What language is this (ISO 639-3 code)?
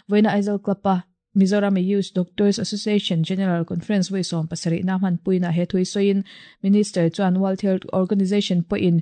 lus